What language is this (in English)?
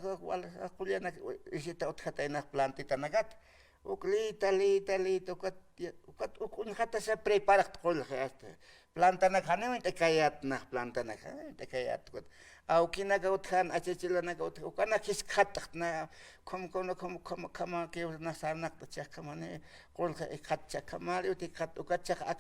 Aymara